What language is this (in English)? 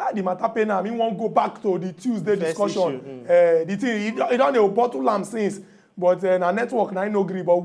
Nigerian Pidgin